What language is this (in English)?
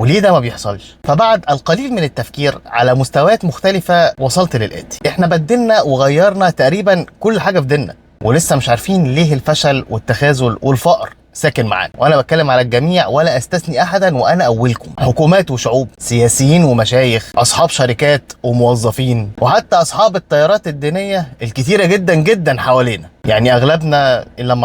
Egyptian Arabic